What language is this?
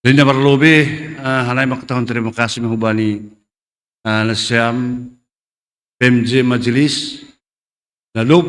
Batak Simalungun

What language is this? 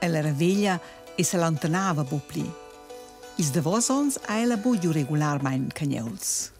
Romansh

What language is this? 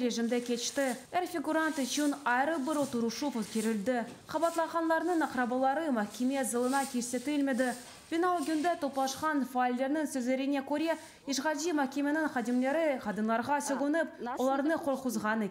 Crimean Tatar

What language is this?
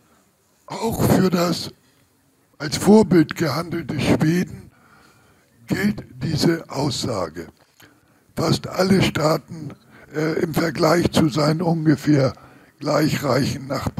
German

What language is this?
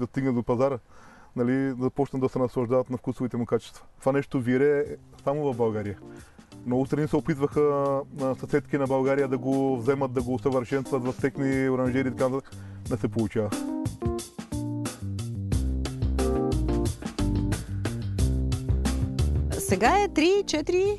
Bulgarian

